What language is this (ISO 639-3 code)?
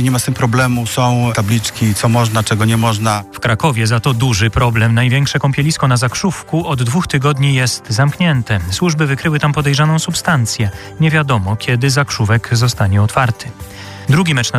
pol